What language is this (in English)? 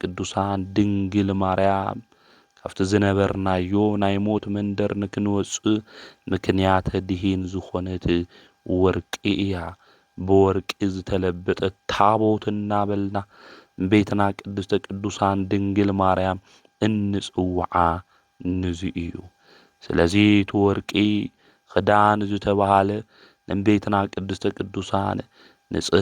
Tigrinya